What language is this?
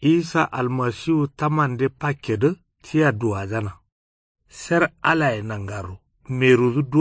Kanuri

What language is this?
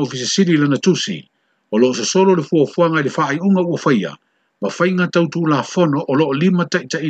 Samoan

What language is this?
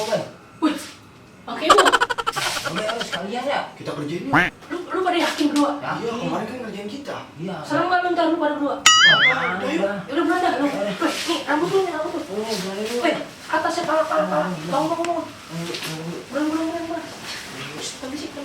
Betawi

